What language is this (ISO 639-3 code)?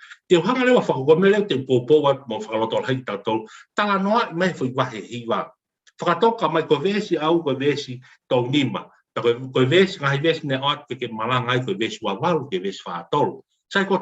ton